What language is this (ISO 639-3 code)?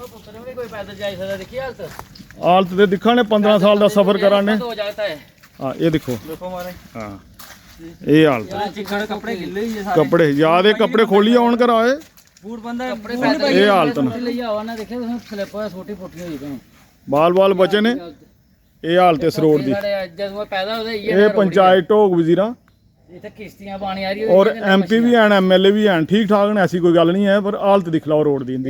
doi